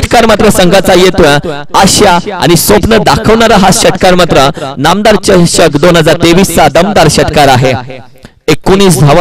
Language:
Marathi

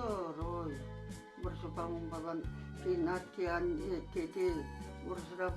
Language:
Chuvash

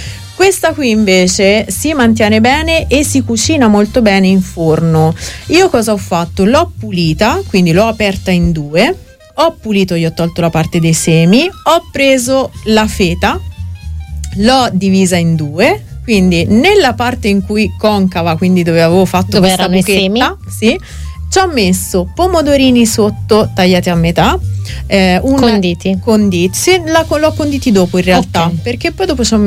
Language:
Italian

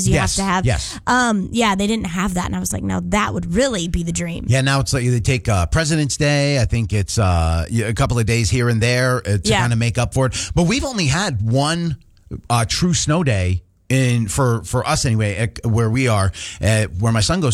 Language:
English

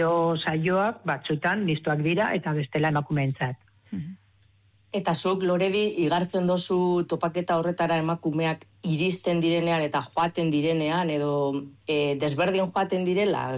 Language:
Basque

